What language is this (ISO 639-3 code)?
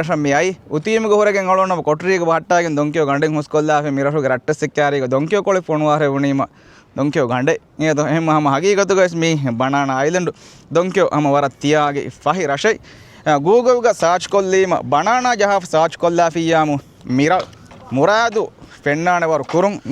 div